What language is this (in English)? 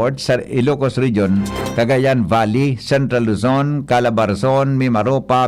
Bikol